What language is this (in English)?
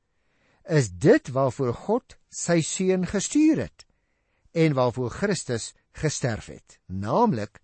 Afrikaans